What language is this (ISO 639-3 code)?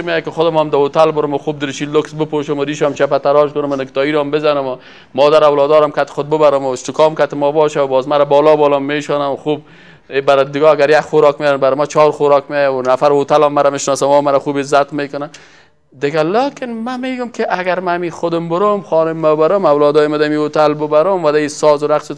fas